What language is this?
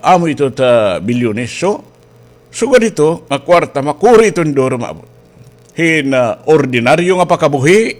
Waray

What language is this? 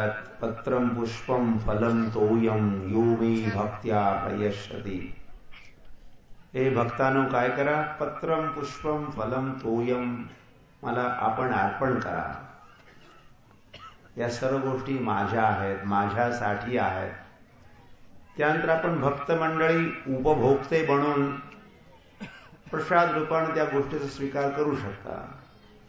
Marathi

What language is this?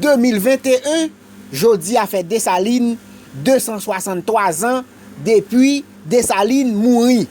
Haitian Creole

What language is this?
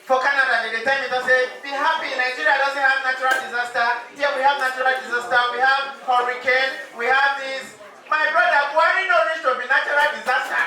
Nigerian Pidgin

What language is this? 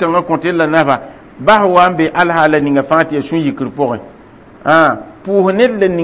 Mossi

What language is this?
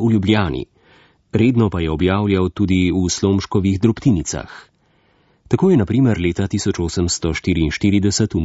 Slovenian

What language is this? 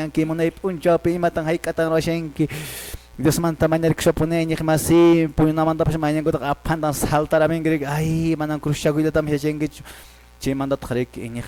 Quechua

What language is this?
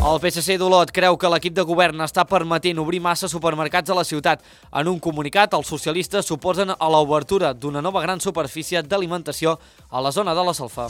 Catalan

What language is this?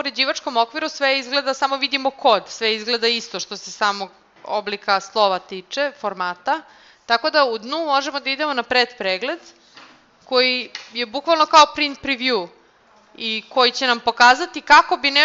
Serbian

